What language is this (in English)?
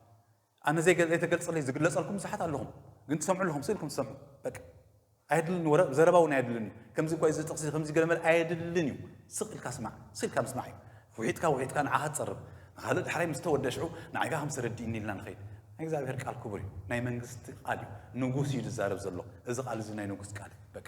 Tigrinya